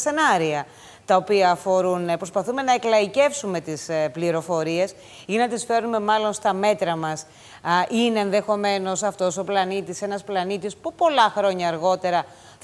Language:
Greek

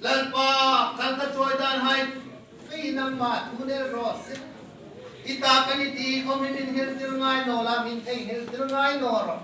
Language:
Hmar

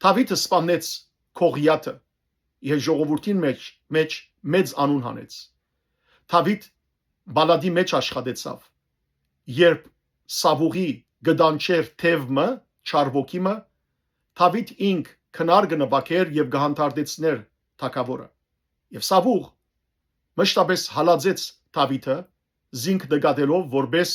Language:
Western Armenian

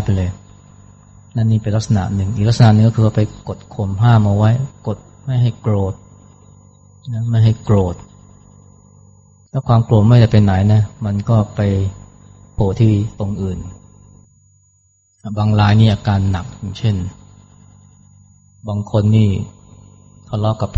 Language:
Thai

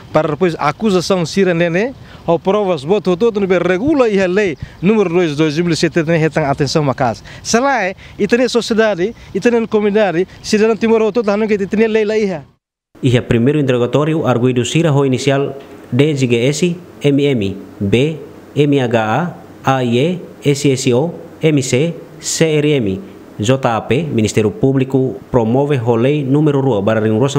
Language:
Tetum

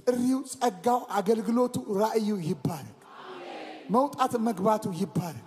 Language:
Amharic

